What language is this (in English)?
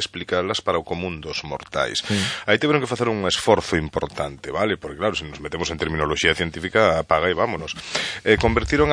Galician